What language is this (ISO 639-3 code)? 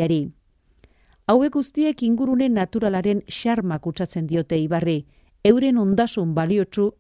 eus